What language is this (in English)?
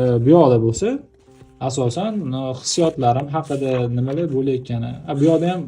Uzbek